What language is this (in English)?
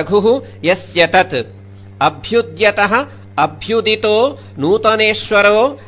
Sanskrit